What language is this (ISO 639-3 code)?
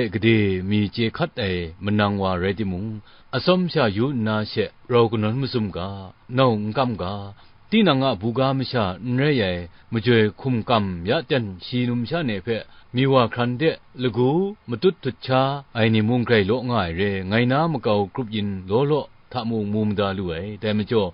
kac